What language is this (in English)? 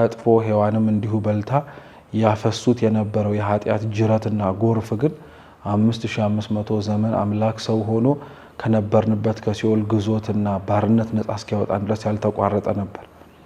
Amharic